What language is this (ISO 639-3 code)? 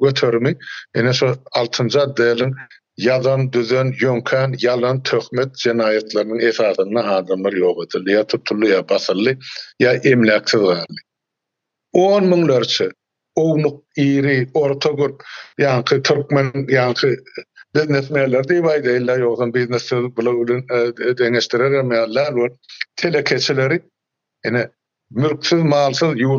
tuk